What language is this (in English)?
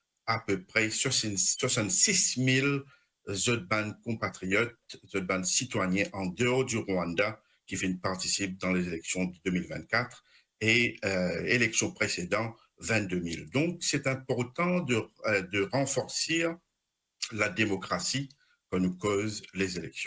Morisyen